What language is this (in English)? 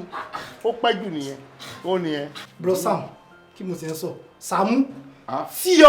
Yoruba